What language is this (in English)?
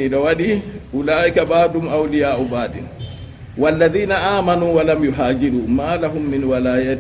Fula